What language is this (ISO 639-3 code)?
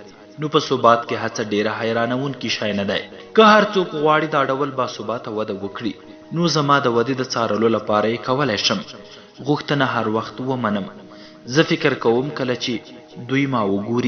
pus